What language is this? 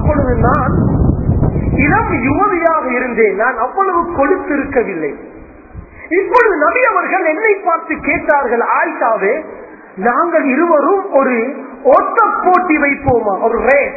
Tamil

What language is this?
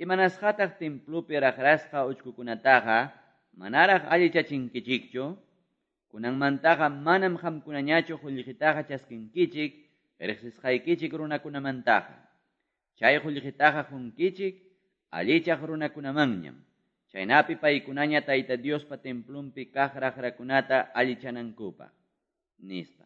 Quechua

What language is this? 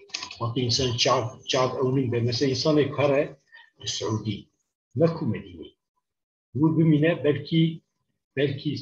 Kurdish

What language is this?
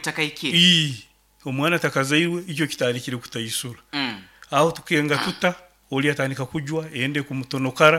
Nyankole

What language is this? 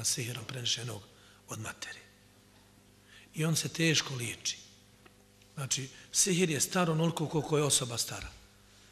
Bosnian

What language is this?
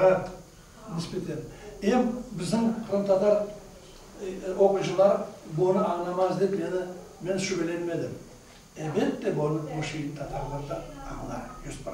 Crimean Tatar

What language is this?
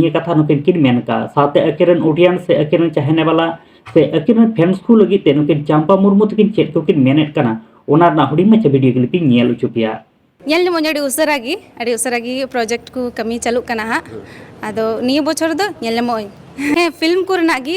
Santali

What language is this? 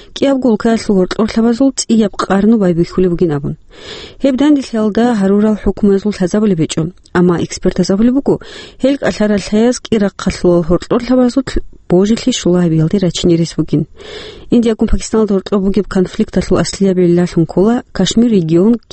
Avaric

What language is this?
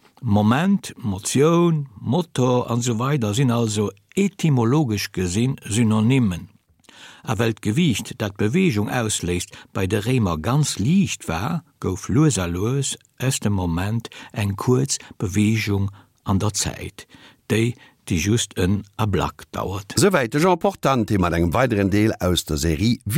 Luxembourgish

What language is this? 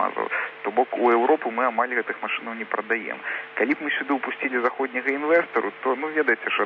Belarusian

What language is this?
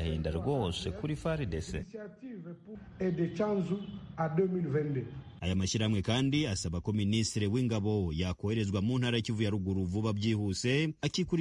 Kinyarwanda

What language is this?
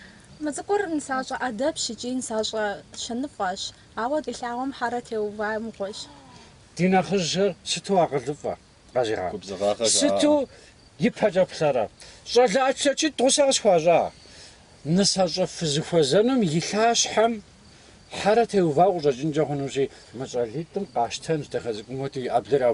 Kabardian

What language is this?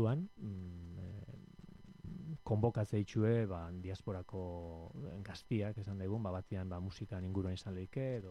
Basque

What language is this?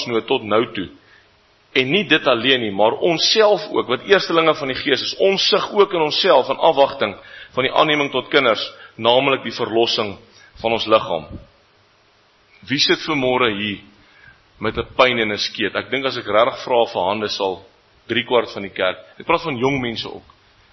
Afrikaans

